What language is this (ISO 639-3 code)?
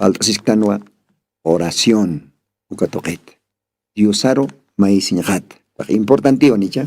aym